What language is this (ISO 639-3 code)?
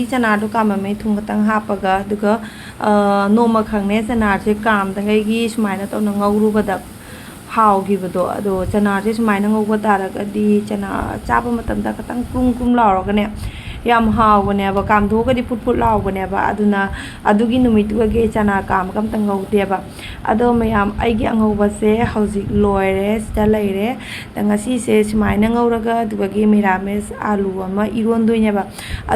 mni